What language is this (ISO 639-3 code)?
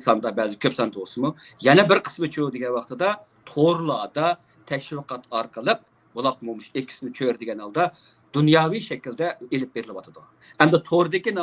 uig